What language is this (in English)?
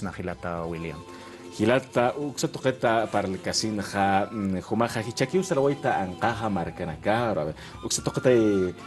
Aymara